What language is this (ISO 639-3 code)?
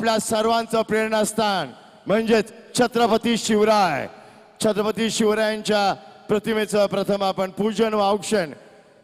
mar